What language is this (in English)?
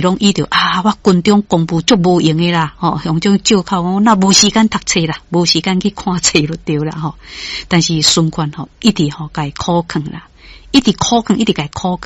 Min Nan Chinese